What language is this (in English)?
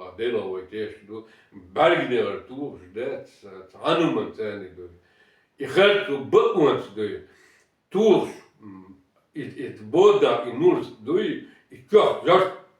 Chechen